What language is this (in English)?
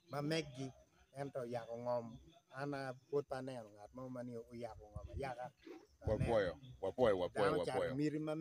Acoli